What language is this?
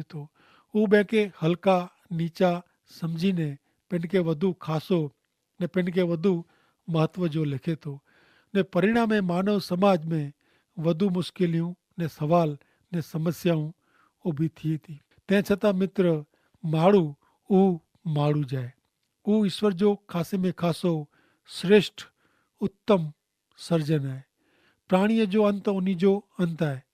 Kachhi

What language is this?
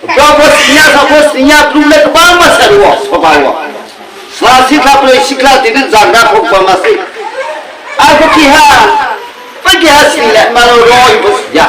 Riang (India)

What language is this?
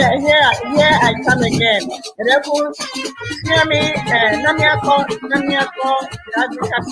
Ewe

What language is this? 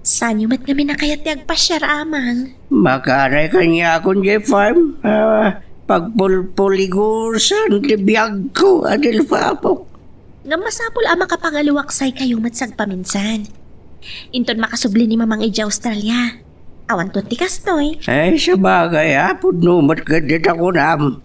Iloko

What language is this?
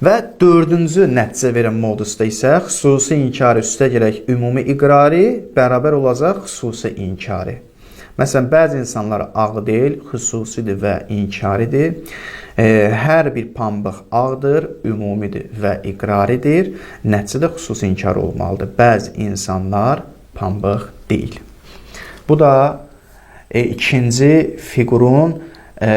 Azerbaijani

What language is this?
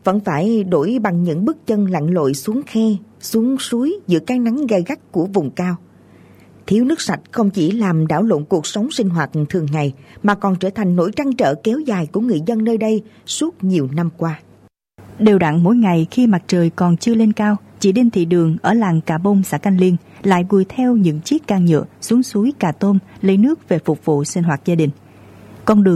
Vietnamese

